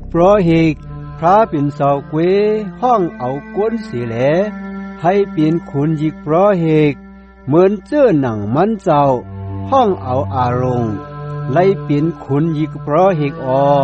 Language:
Shan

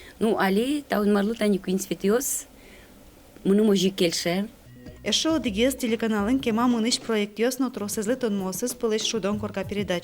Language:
Udmurt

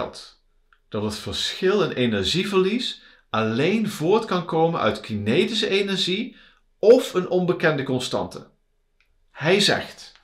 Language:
Dutch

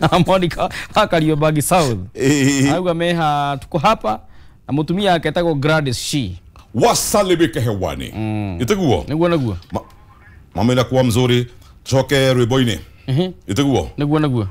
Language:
Kikuyu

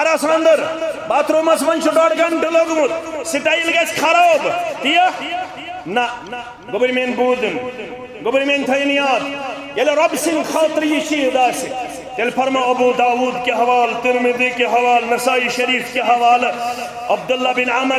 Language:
Kashmiri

